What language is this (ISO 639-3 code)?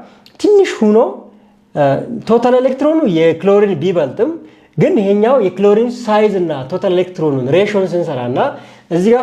amh